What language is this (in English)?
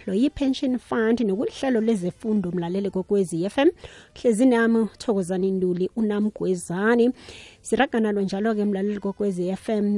South Ndebele